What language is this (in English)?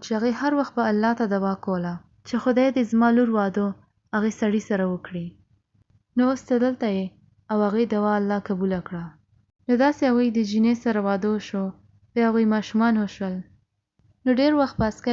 Pashto